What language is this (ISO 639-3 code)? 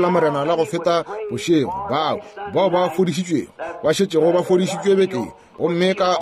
nso